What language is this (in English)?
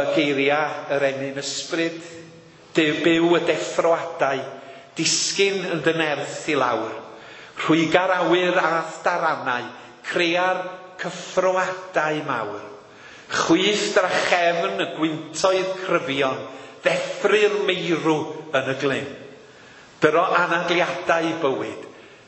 Welsh